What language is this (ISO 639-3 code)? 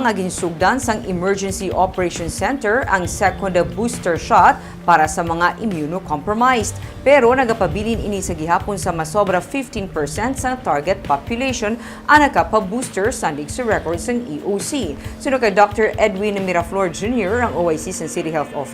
hil